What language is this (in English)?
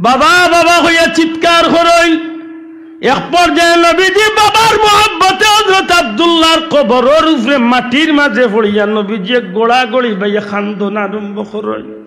Sylheti